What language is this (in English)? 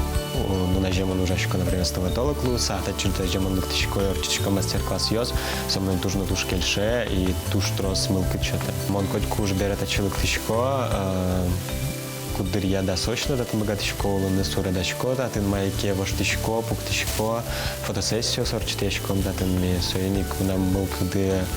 Udmurt